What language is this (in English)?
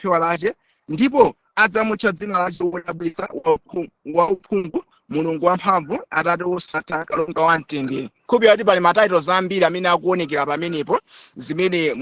Nyanja